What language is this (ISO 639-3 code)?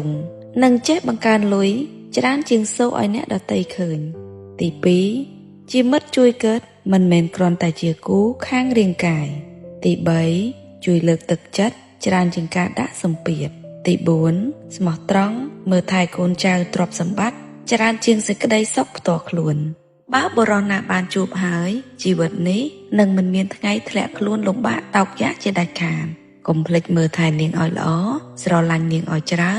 khm